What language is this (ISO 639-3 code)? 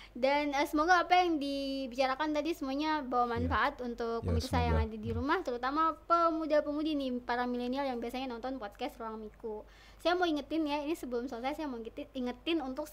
ind